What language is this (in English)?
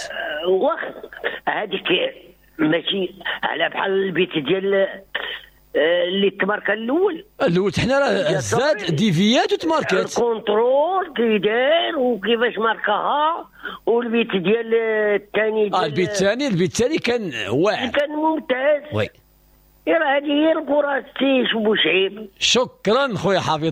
Moroccan Arabic